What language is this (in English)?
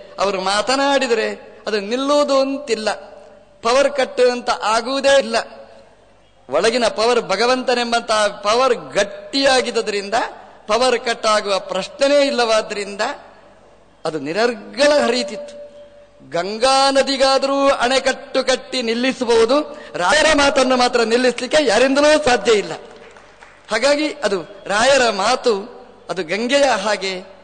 Kannada